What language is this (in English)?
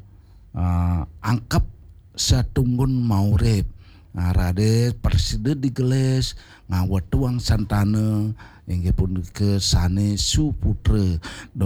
Balinese